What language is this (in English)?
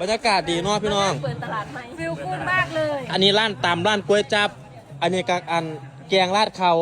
Northeastern Thai